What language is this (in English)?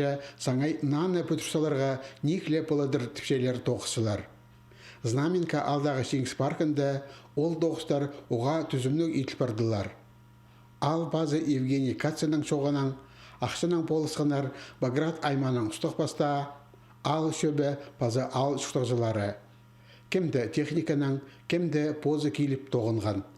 Khakas